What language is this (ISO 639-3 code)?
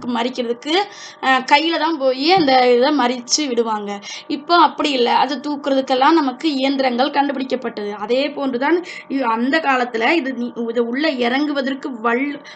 tam